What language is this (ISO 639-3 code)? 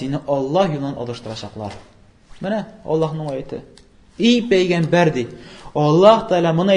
tat